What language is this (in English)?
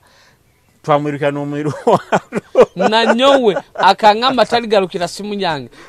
Nyoro